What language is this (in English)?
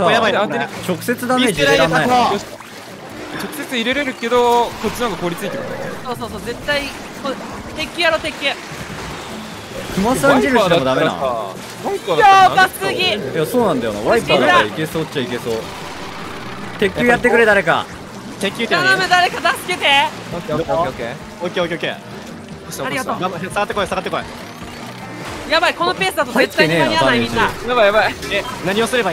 Japanese